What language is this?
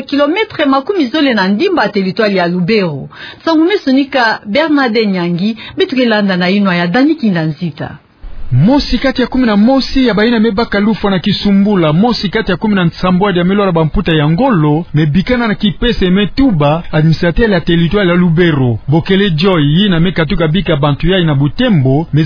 Kituba (Democratic Republic of Congo)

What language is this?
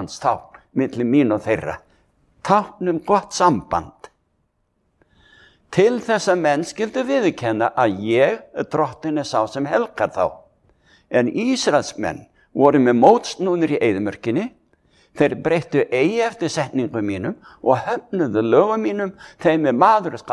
Icelandic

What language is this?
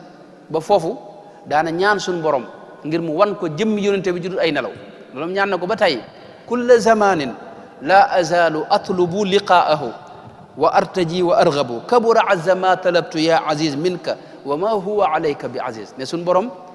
Wolof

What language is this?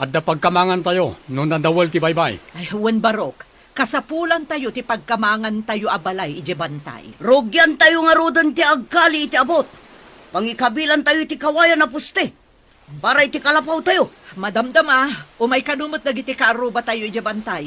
Iloko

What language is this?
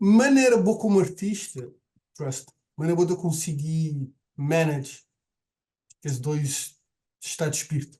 Kabuverdianu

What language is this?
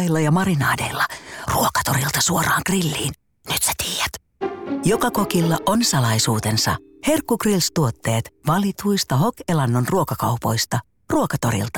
Finnish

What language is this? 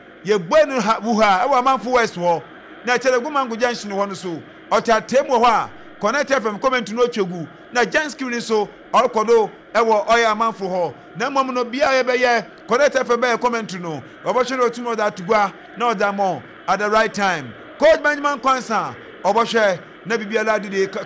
Akan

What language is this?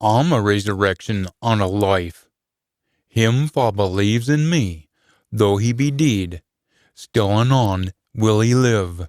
Scots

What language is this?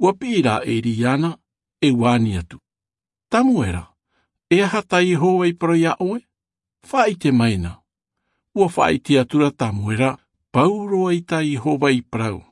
Tahitian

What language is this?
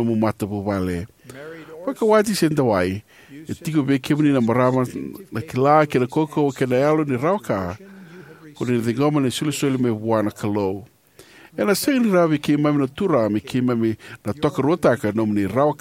Fijian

